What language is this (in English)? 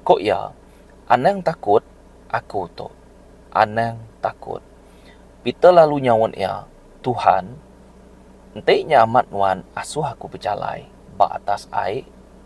Iban